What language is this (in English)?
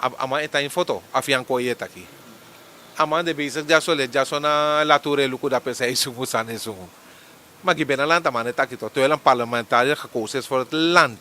Sranan Tongo